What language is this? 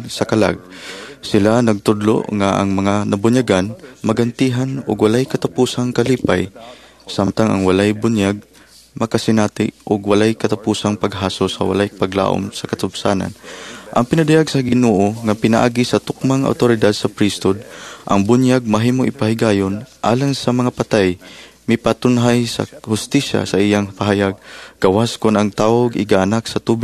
Cebuano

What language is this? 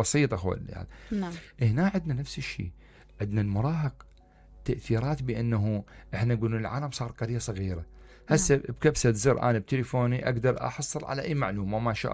Mesopotamian Arabic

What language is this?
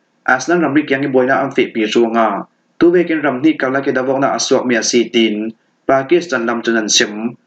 Falam Chin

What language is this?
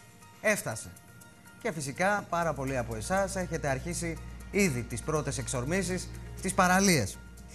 Greek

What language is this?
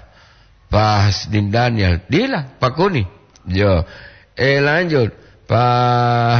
Gorontalo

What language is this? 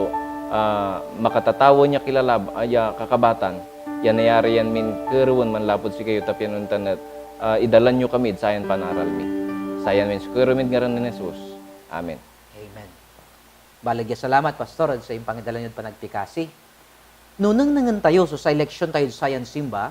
Pangasinan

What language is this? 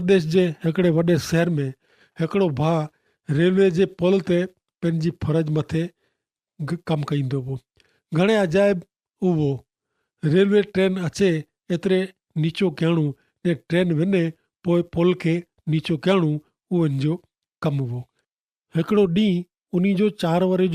Kachhi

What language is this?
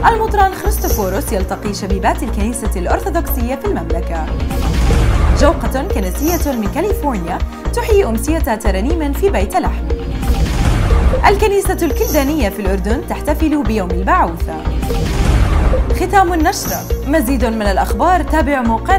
Arabic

